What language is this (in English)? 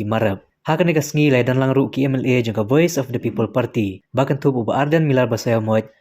Khasi